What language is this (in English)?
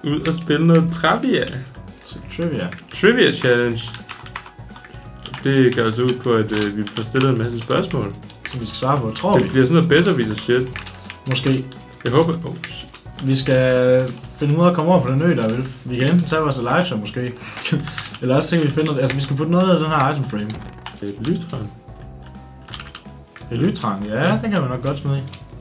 Danish